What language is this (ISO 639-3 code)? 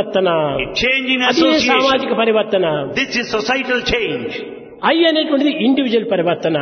tel